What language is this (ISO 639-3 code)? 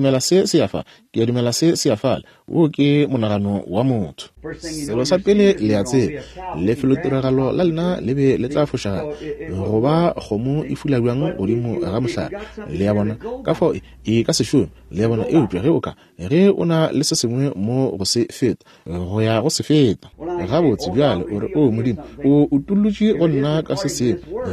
nso